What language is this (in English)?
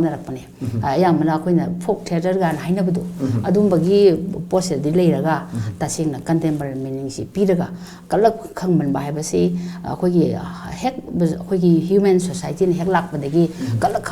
Manipuri